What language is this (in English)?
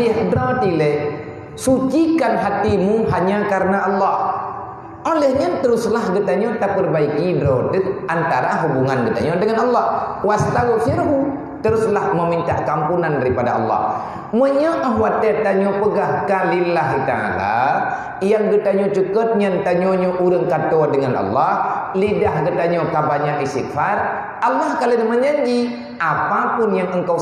Achinese